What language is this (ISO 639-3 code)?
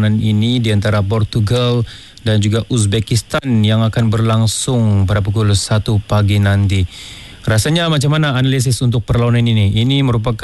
msa